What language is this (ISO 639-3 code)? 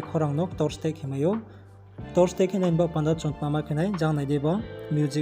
ria